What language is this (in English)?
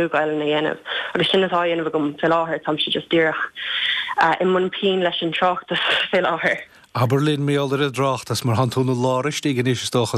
Irish